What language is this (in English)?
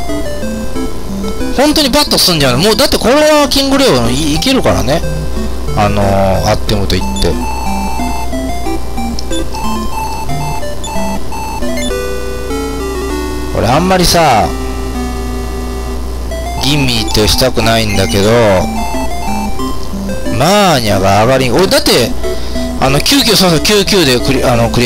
Japanese